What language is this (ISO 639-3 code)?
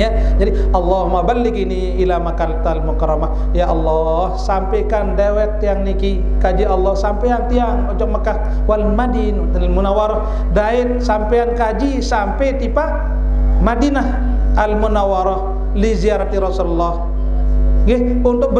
sas